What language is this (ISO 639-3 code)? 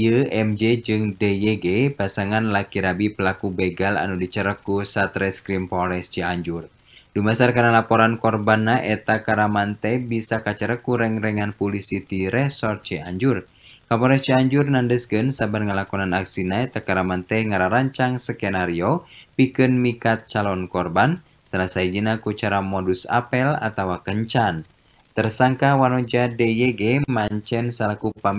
sun